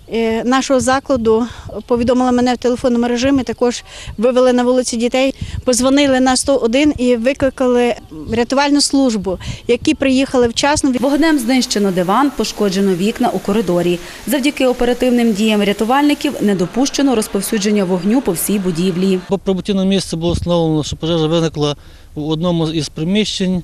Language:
Ukrainian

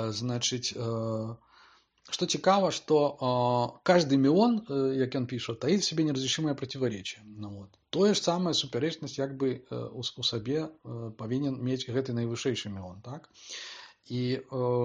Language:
Belarusian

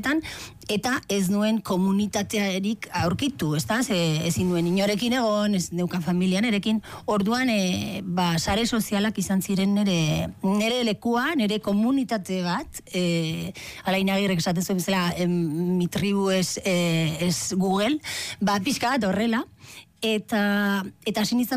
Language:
Basque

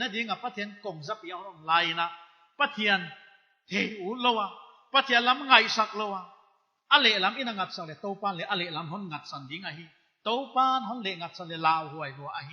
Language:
Paite Chin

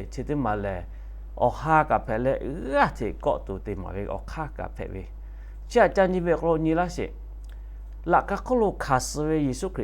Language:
Lahu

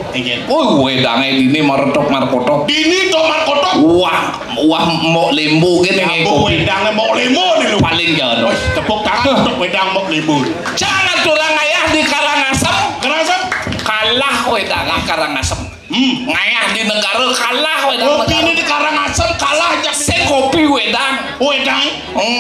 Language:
Balinese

